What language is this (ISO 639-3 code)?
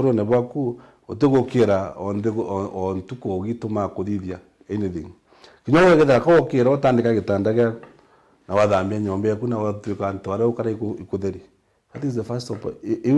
mer